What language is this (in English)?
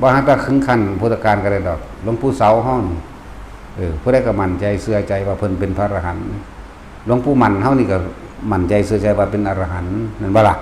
Northeastern Thai